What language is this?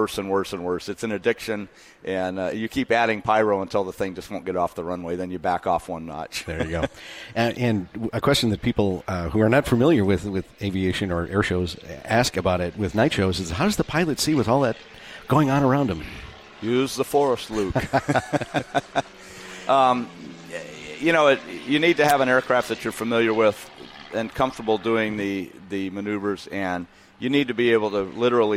English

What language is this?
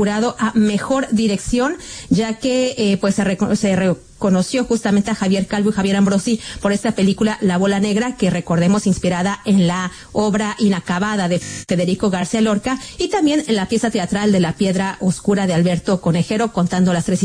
Spanish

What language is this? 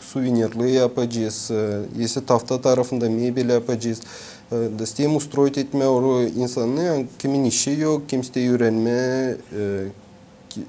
Gagauz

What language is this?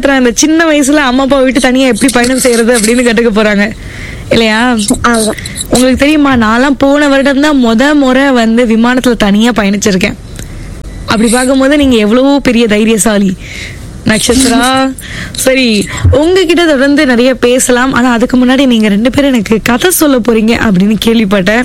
Tamil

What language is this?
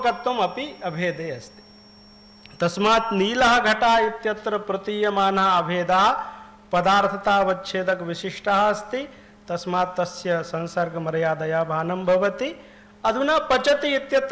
Sanskrit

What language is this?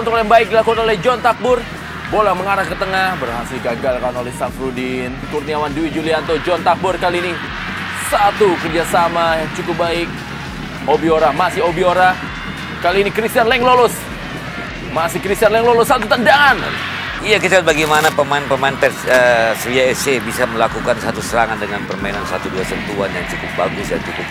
Indonesian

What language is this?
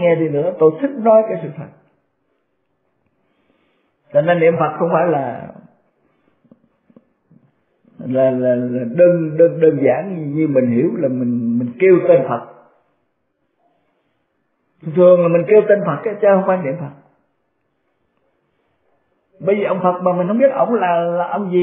Vietnamese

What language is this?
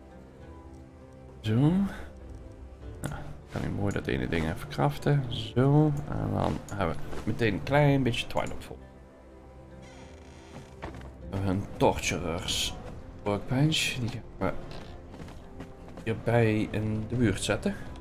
Dutch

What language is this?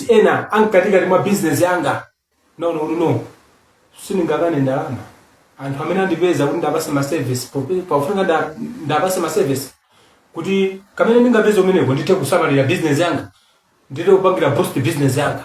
Nyanja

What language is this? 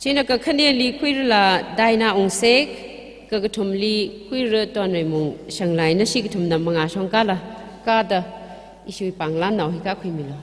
Tangkhul Naga (India)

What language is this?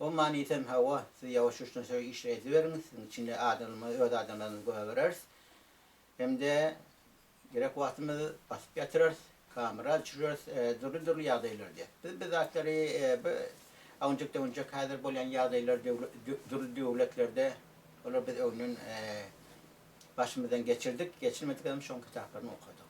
Turkmen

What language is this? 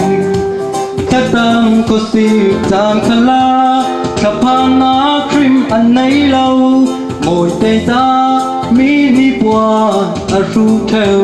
Falam Chin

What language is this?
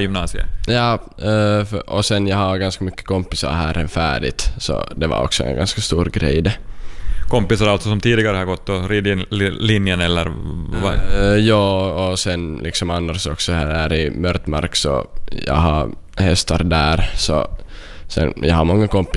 Swedish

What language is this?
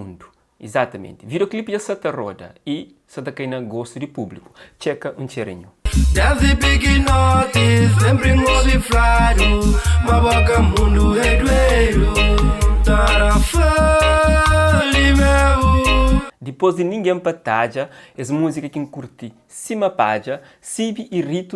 Kabuverdianu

